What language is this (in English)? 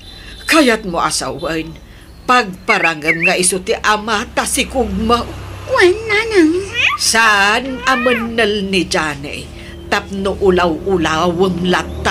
Iloko